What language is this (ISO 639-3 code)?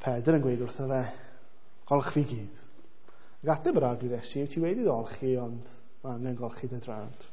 cym